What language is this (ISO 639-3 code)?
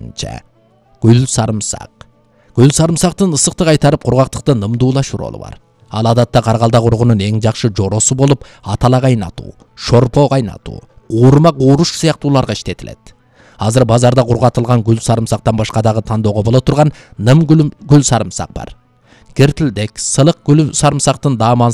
kir